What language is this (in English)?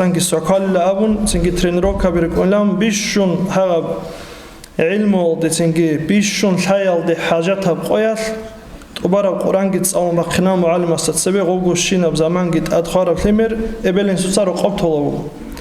Avaric